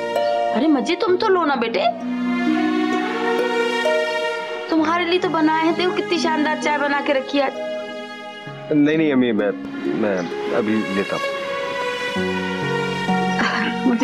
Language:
Hindi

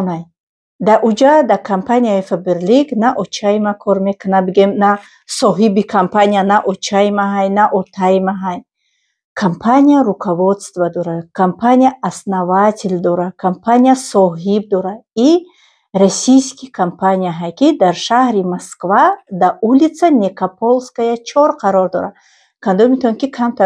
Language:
Tajik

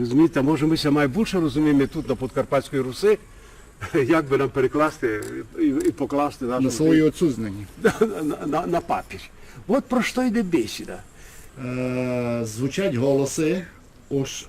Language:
Rusyn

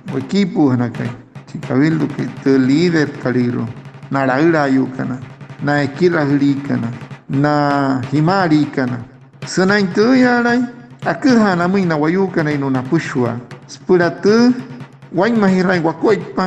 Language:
Wayuu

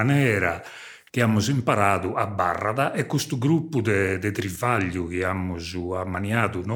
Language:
Sardinian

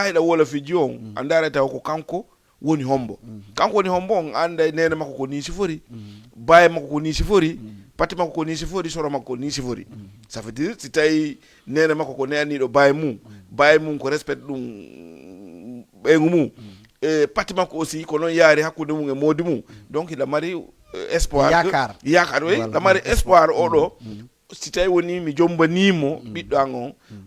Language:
Fula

